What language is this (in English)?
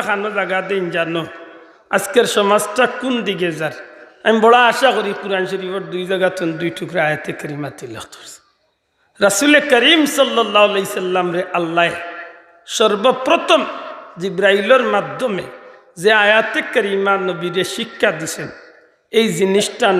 Sylheti